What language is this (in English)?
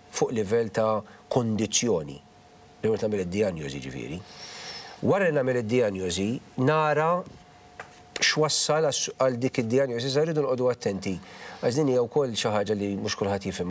Maltese